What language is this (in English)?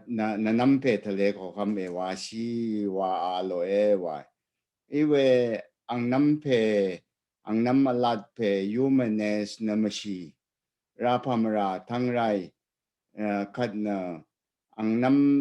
Rawang